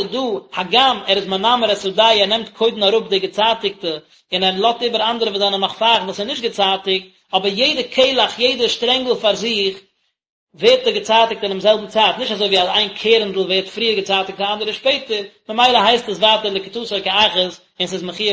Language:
Yiddish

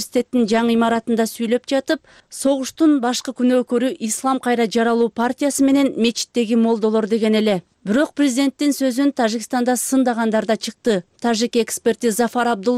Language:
Kyrgyz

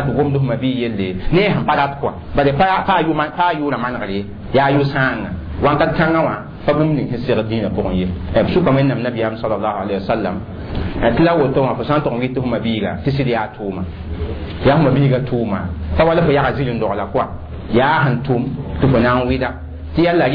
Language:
Mossi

